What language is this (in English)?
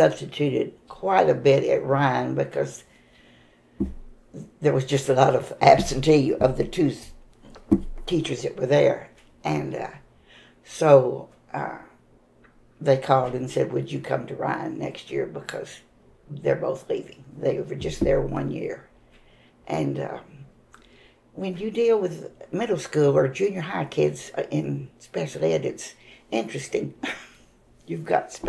English